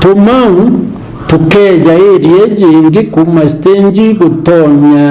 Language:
Meru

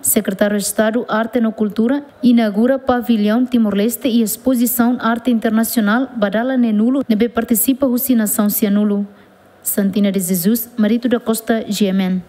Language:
Tetum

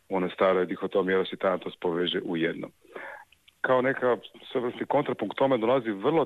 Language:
Croatian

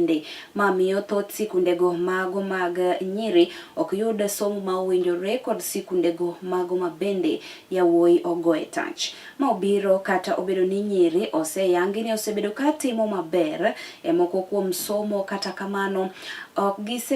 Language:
Luo (Kenya and Tanzania)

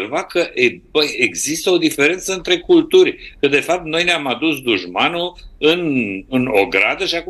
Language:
Romanian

